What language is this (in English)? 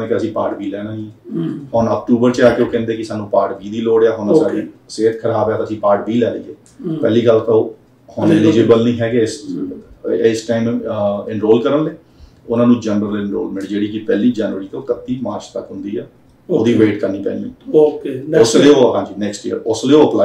Punjabi